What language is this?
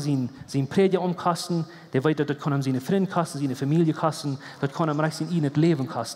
Plautdietsch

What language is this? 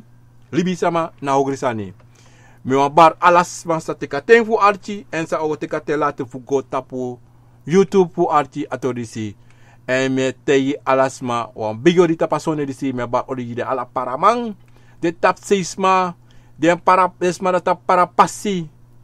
Sranan Tongo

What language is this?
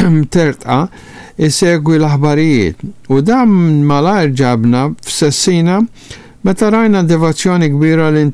Maltese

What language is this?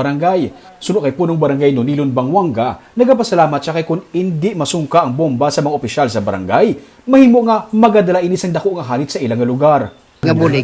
Hiligaynon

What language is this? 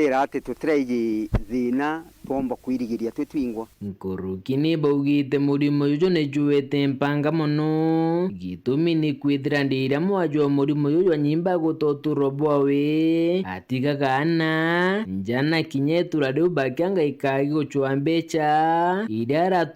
Meru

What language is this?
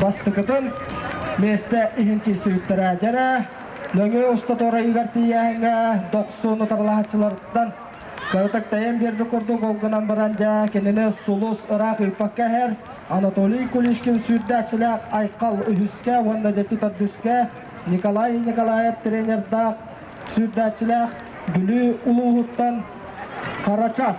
Yakut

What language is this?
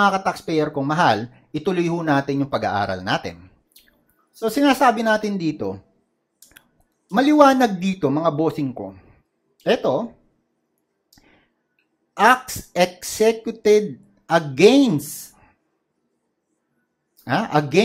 Filipino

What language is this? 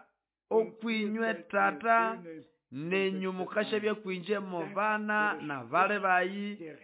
Nande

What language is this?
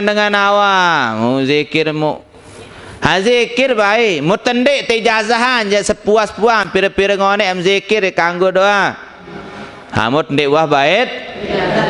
Sasak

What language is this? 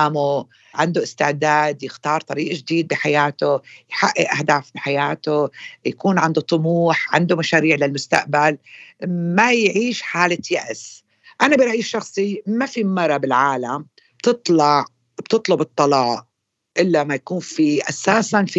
North Levantine Arabic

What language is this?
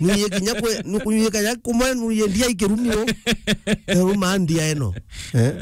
Meru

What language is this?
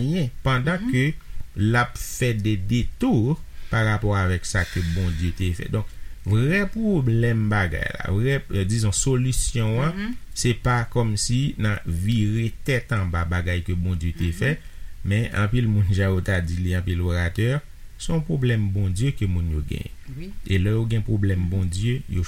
Haitian Creole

